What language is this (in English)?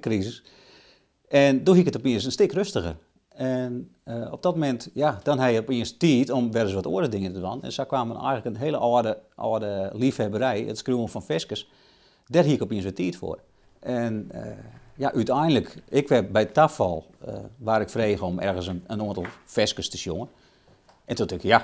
Western Frisian